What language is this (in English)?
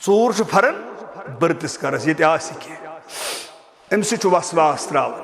Kashmiri